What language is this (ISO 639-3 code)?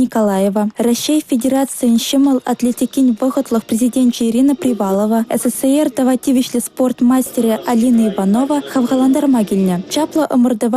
chv